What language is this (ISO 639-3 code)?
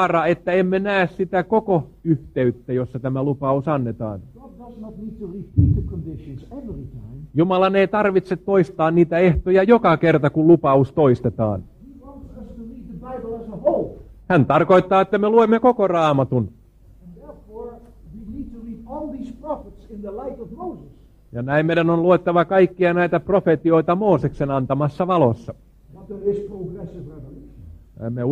fin